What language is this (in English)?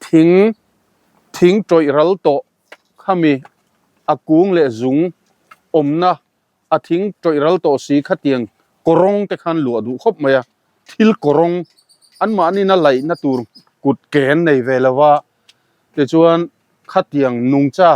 Mizo